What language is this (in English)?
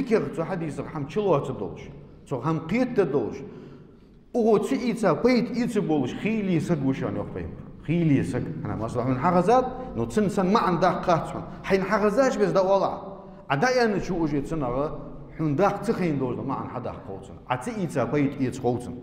Ingush